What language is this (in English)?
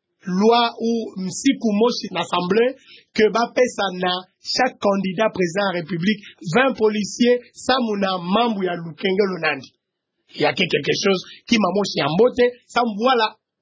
Kituba (Democratic Republic of Congo)